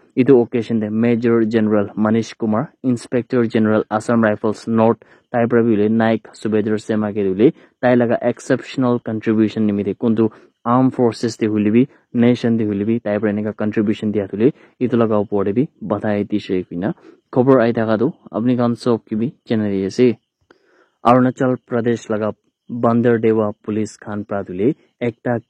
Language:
Naga Pidgin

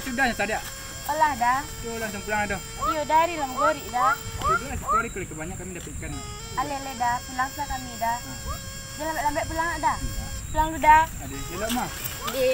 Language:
Minangkabau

